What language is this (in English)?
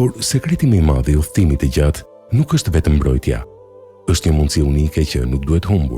Albanian